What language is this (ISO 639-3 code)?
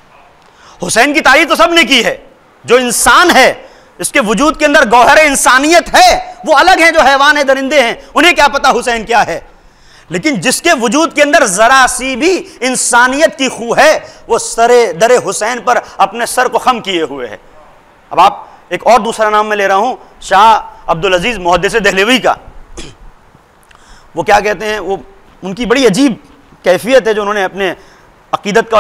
urd